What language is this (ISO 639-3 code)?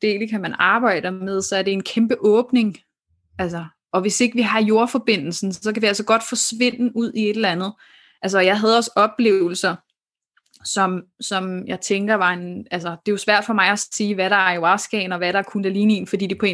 dan